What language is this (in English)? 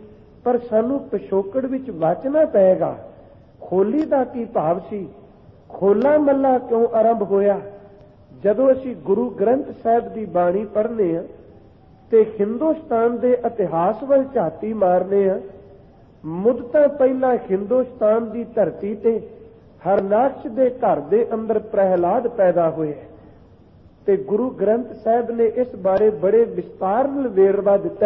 Punjabi